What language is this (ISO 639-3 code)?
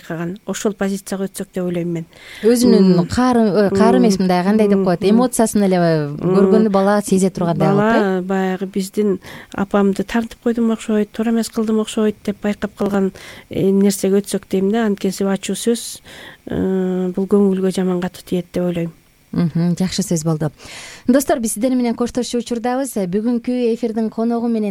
kir